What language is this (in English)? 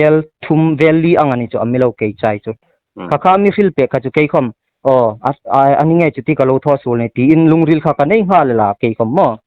Hmar